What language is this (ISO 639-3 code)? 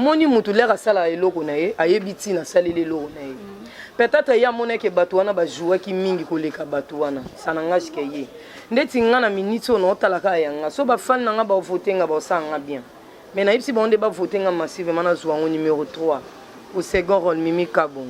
lin